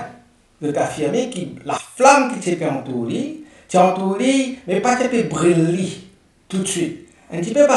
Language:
Morisyen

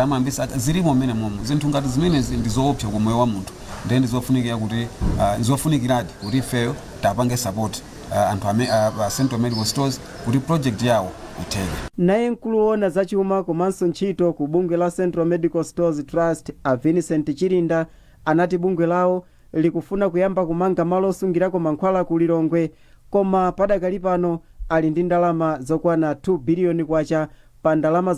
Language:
Nyanja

